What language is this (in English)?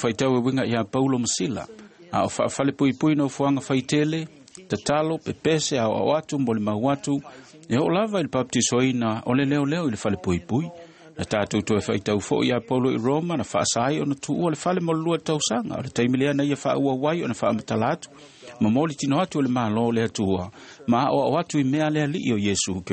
Samoan